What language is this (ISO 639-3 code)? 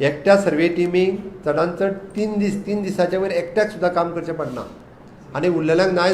kok